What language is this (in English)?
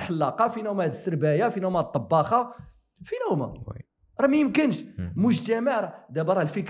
Moroccan Arabic